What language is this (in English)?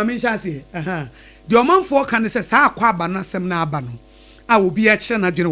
Akan